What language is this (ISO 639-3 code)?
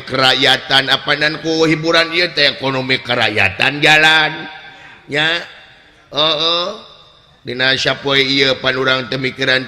sun